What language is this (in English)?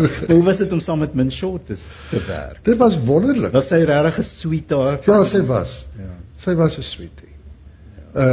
Afrikaans